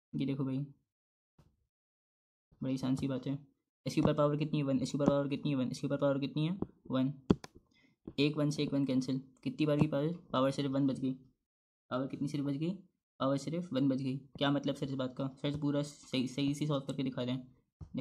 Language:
Hindi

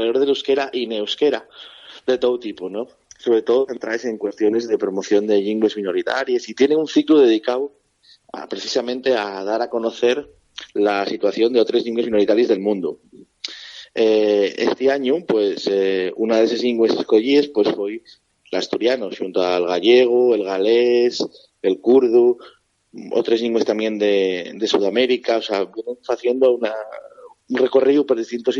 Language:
Asturian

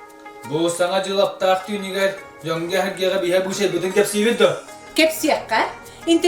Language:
Yakut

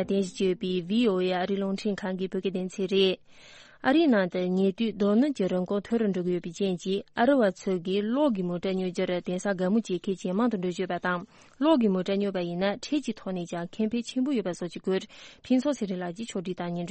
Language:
Tibetan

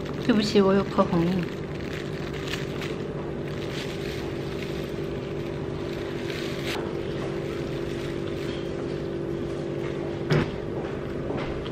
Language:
Chinese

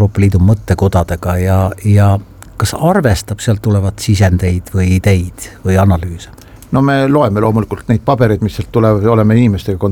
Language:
Estonian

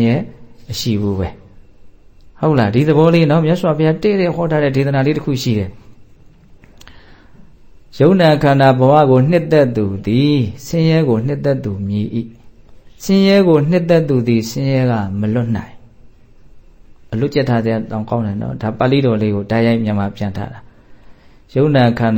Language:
Burmese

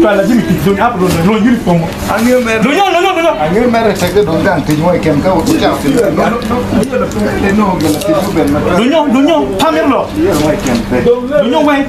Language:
Acoli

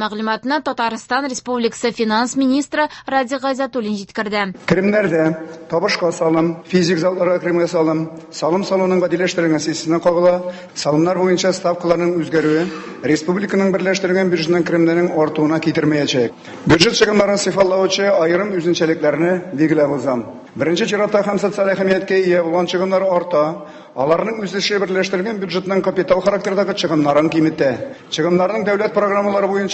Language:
Tatar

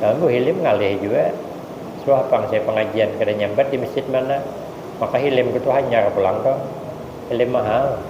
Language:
Banjar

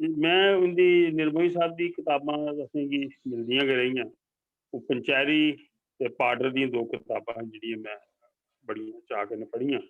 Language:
Dogri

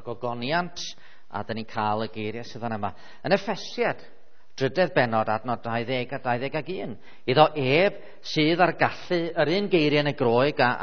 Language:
Welsh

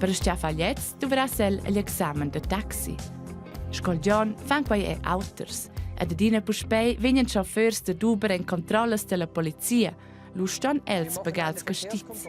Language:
Romansh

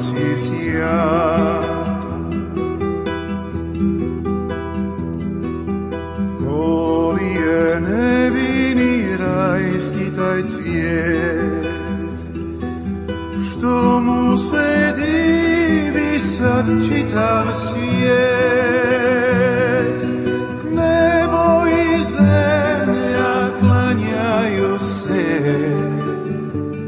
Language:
Croatian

